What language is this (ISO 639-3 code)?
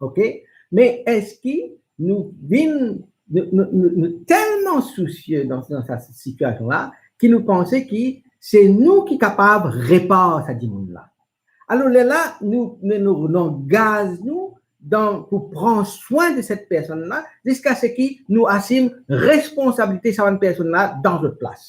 mfe